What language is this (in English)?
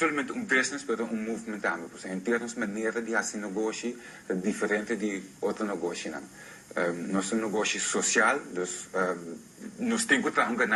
Papiamento